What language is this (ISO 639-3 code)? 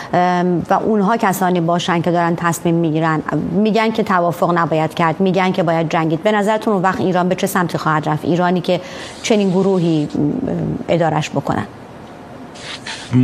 fas